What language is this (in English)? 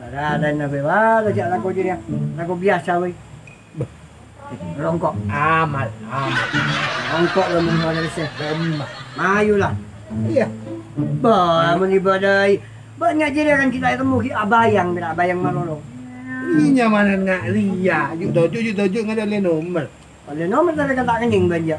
Madurese